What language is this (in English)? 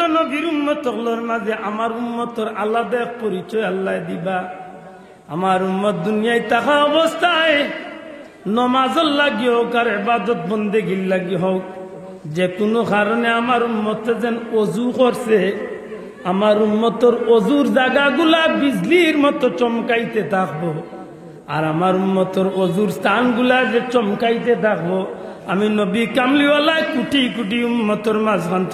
Sylheti